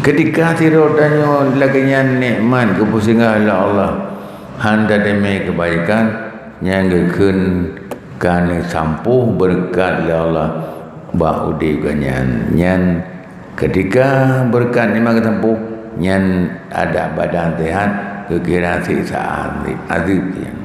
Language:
Achinese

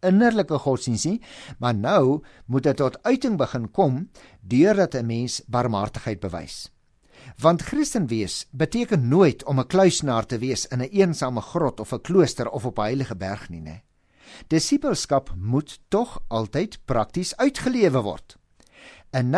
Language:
Afrikaans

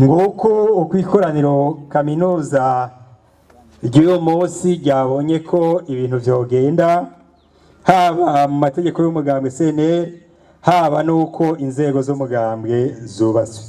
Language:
Rundi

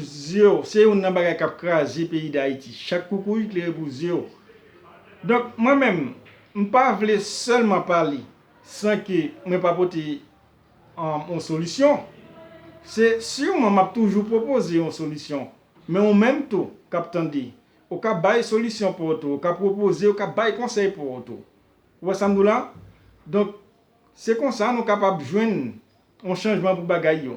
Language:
Haitian Creole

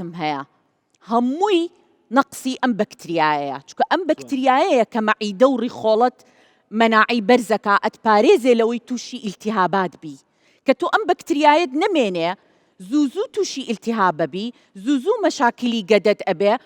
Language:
Central Kurdish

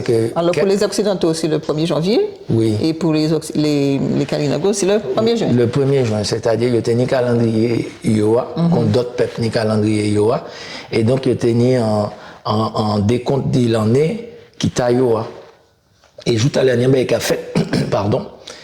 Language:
Guadeloupean Creole French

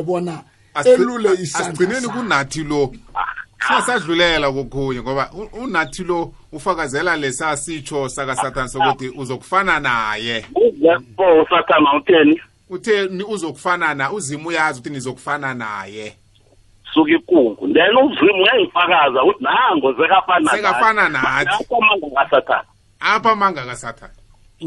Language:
South Ndebele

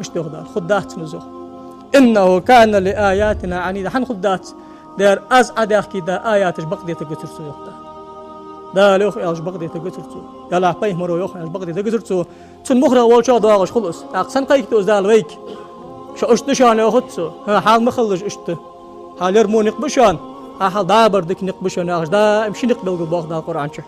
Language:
Ingush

